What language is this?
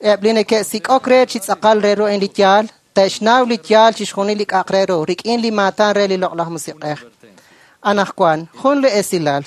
Kekchí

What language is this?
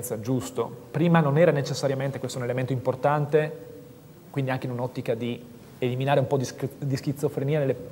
Italian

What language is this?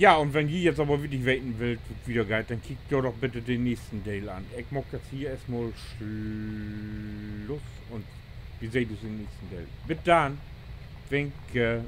Low German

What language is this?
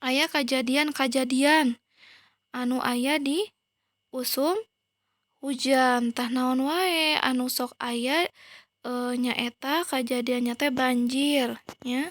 Sundanese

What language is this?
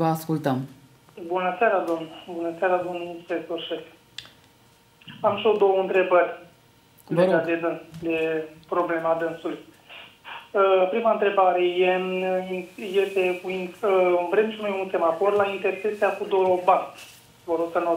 Romanian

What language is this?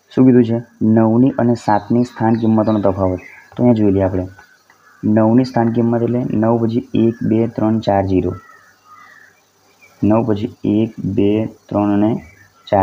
Gujarati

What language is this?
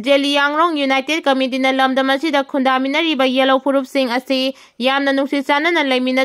Manipuri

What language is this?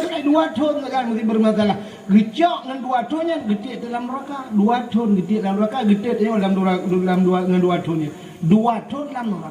Achinese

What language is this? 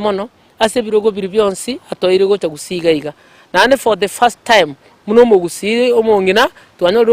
Gusii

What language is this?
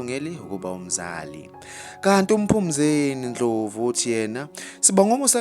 Zulu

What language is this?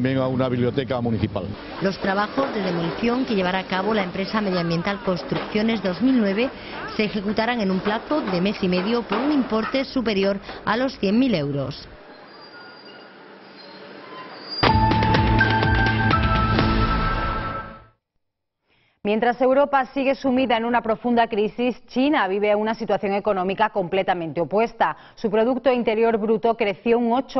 Spanish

